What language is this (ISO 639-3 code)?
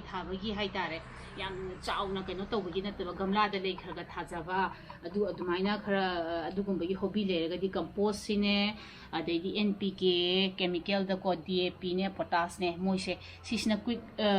mni